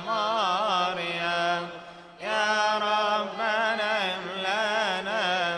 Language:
Arabic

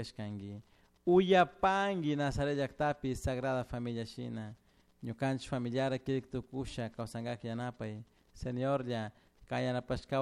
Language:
Chimborazo Highland Quichua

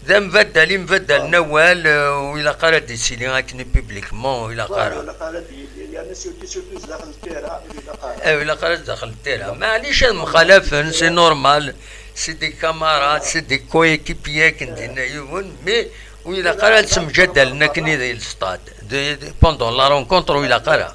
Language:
Kabyle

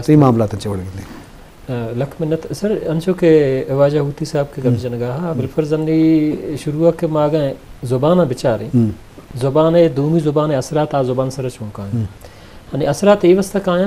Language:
Eastern Balochi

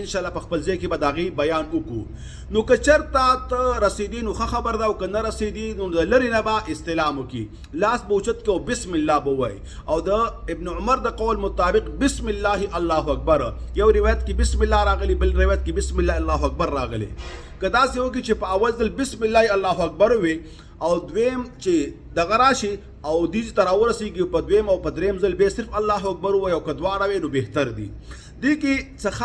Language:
Pashto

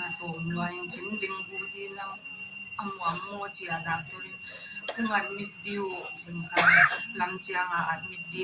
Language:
Paite Chin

